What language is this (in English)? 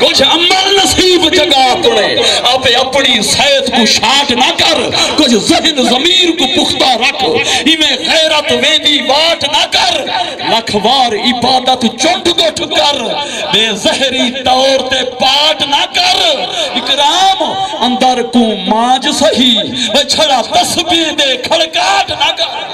Saraiki